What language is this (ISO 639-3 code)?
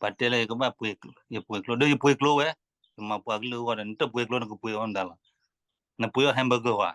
ksw